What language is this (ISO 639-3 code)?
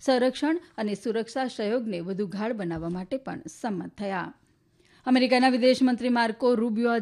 guj